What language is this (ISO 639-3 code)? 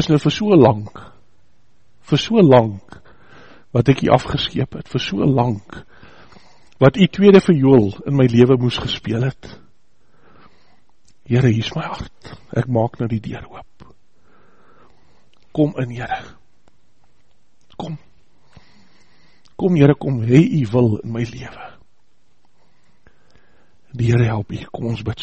afr